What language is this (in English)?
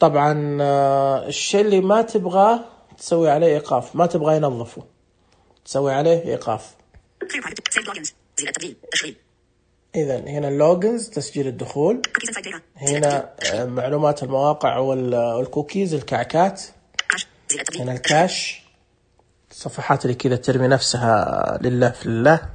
Najdi Arabic